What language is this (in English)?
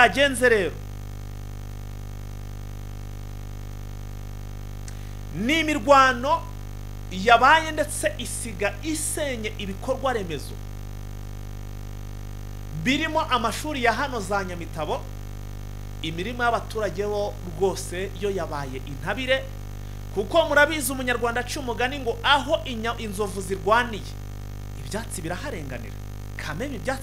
Kinyarwanda